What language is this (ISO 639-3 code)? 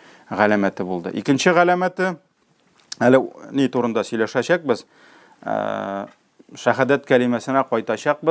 tat